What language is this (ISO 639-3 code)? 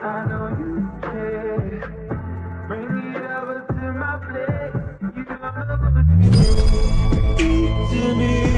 trp